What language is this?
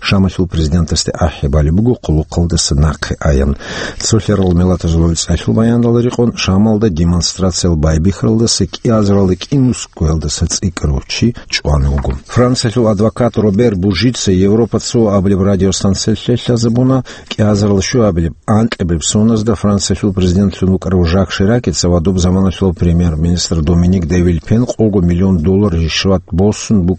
Avaric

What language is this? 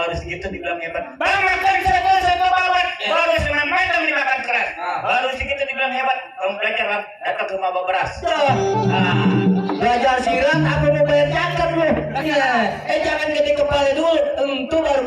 Betawi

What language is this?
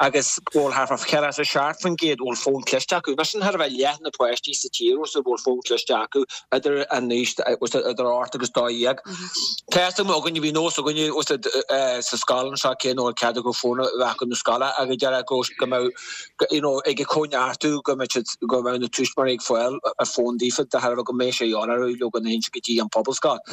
Irish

